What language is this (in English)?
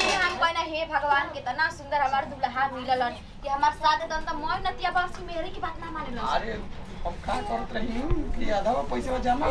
Bhojpuri